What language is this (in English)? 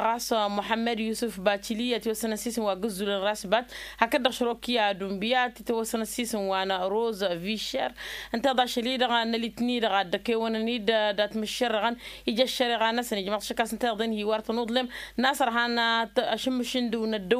Tamasheq